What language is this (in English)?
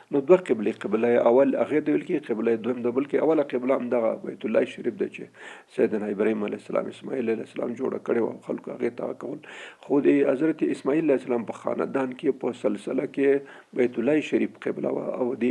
Pashto